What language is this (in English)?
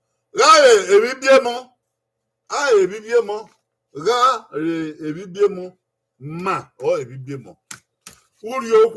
Bini